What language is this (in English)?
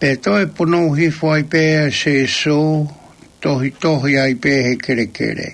Tongan